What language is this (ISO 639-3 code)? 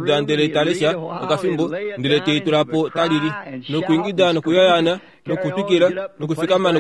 kua